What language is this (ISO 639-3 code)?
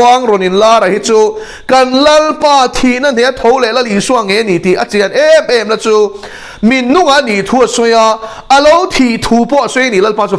lus